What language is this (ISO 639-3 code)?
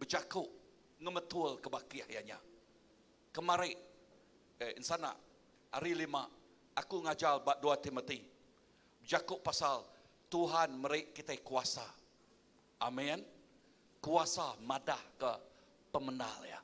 iba